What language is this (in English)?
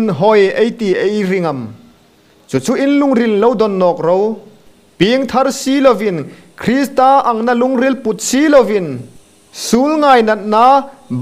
Hmar